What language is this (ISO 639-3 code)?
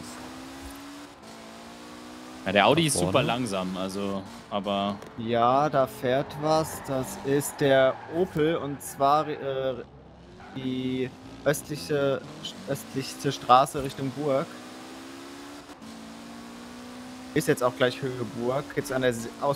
deu